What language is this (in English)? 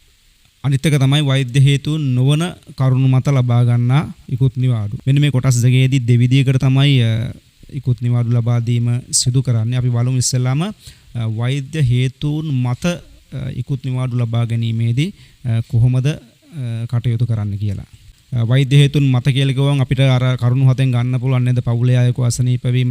Sinhala